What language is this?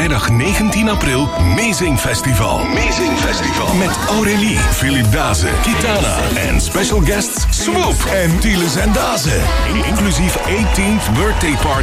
Dutch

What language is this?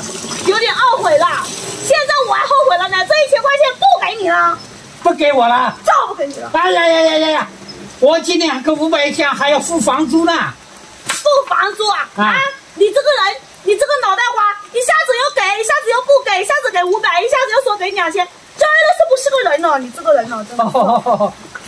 Chinese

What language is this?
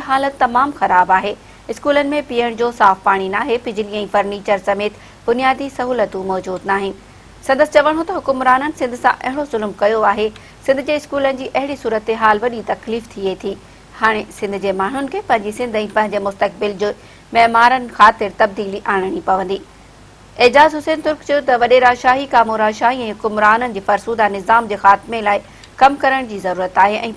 Sindhi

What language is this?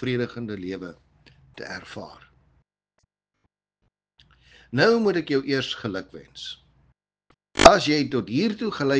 Afrikaans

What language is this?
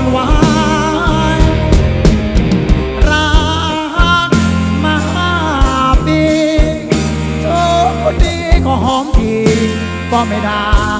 Thai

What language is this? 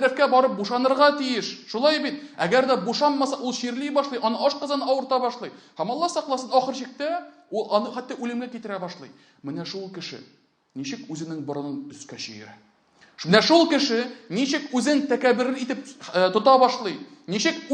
Tatar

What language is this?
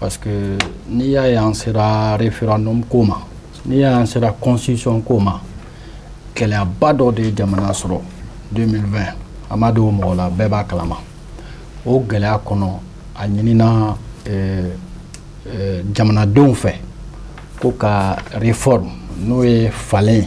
Bambara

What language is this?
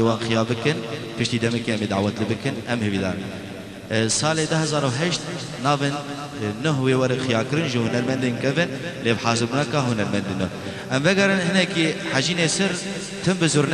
Kurdish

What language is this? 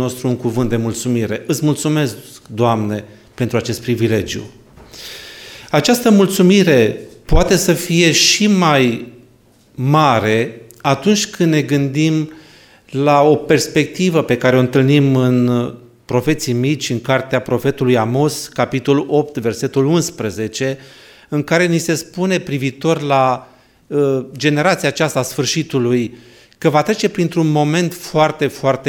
Romanian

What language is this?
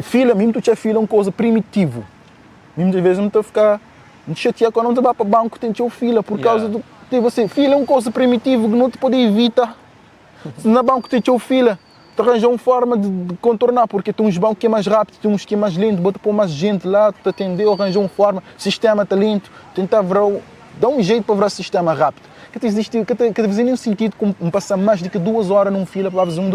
Kabuverdianu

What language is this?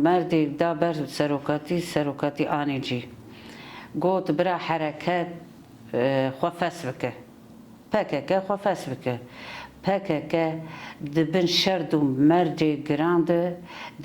Kurdish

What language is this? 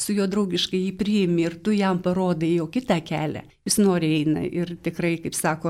Lithuanian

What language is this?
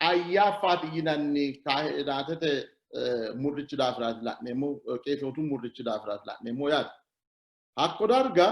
Sidamo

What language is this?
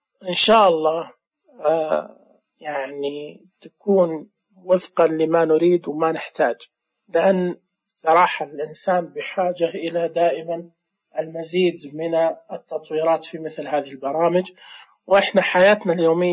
Najdi Arabic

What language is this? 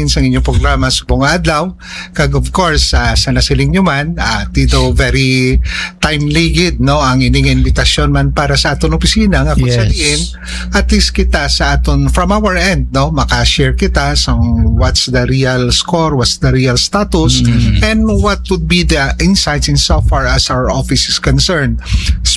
Hiligaynon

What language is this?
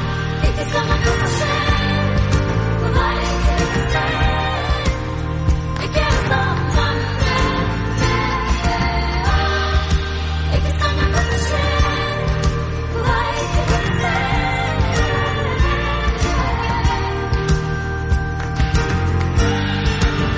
Norwegian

